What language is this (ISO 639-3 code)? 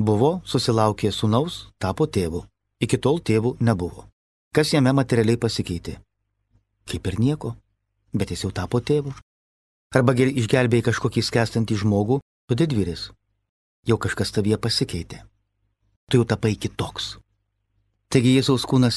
lit